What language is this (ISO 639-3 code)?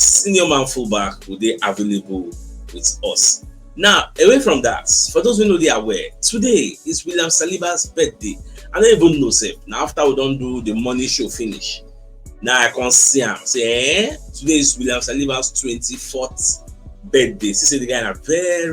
pcm